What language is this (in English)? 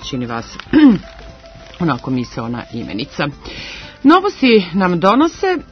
Serbian